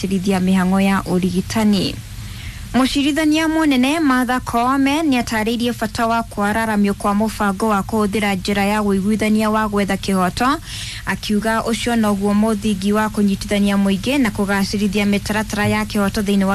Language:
Kikuyu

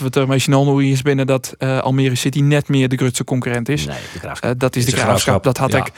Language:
Western Frisian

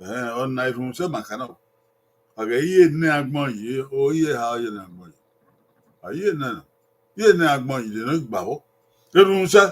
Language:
Bini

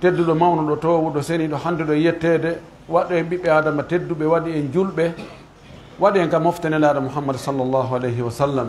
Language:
Pular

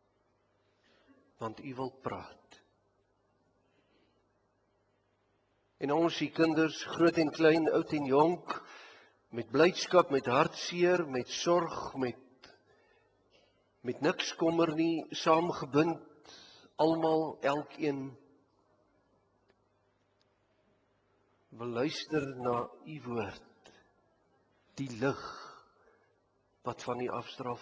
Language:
Afrikaans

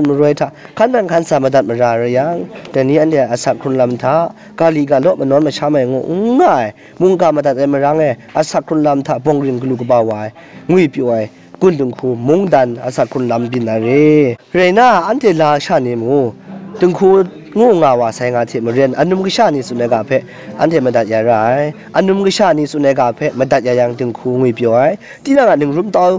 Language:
Kachin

